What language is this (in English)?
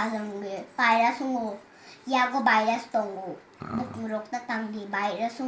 Kok Borok